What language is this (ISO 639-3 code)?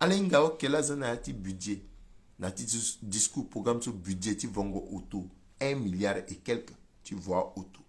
sag